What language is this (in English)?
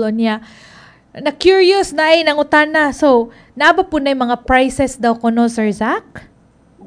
Cebuano